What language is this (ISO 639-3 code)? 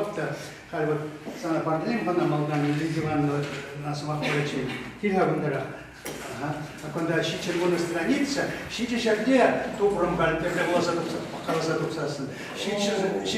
chv